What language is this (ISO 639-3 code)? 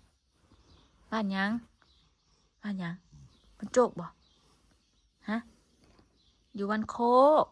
tts